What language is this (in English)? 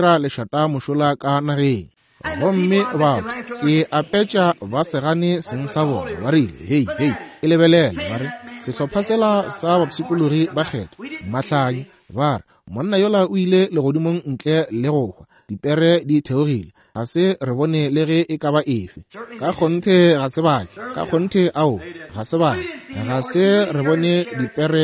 Northern Sotho